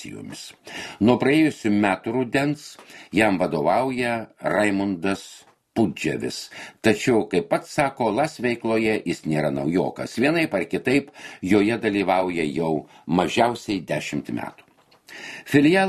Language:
Lithuanian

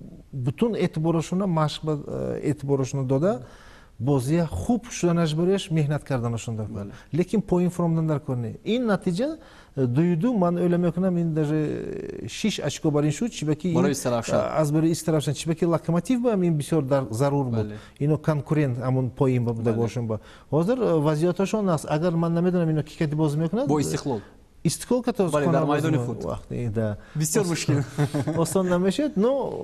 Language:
Tajik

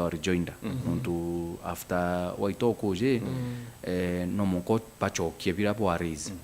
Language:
Meru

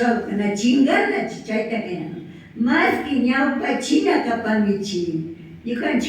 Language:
Imbabura Highland Quichua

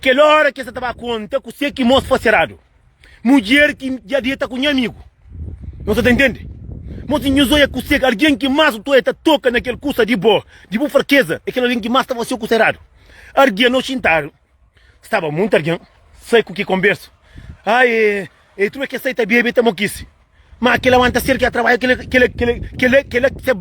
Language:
Kabuverdianu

